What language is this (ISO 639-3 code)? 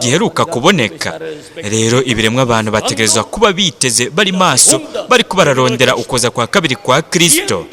run